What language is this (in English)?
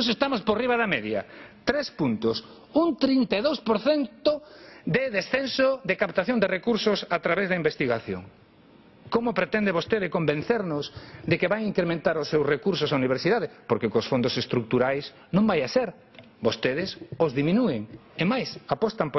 Galician